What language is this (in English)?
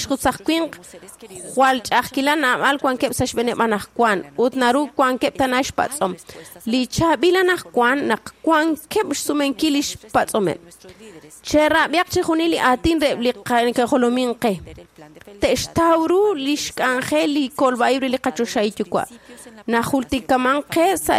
Kekchí